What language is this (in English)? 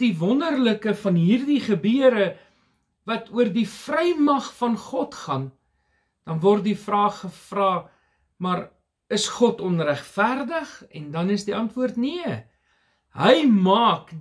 Afrikaans